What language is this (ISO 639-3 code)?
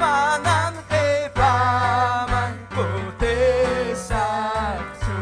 quy